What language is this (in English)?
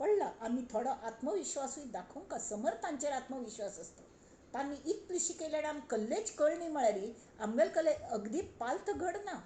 Konkani